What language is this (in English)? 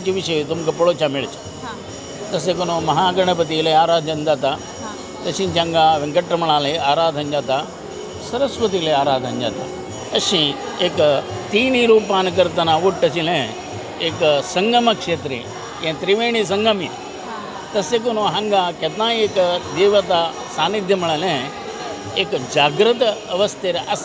Konkani